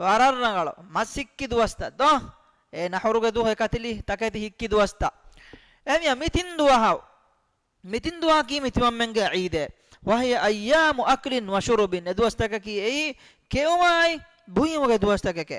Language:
Divehi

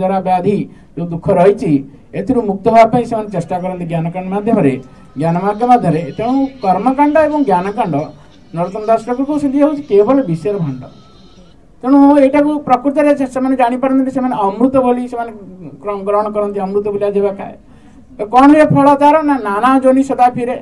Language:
Odia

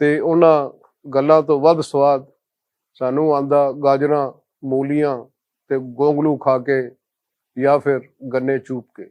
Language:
Western Panjabi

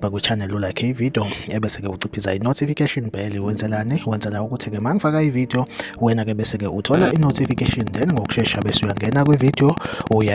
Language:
Zulu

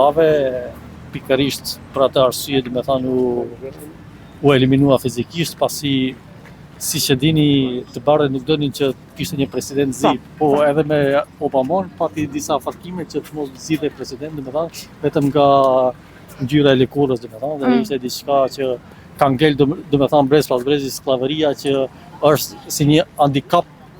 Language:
Albanian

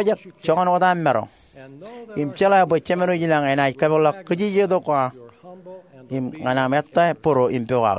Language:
Marshallese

